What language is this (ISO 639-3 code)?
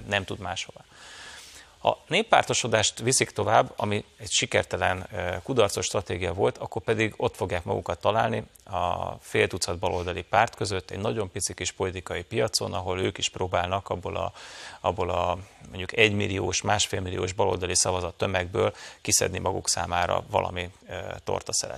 hun